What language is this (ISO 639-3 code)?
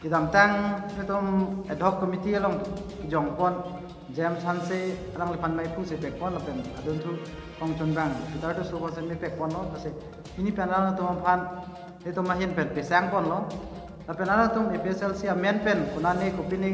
mjw